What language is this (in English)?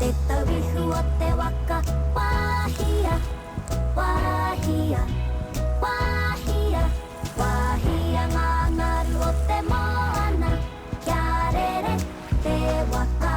Māori